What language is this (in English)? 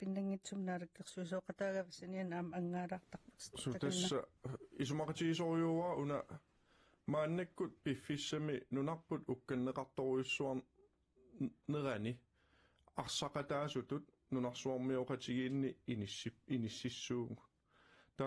Kalaallisut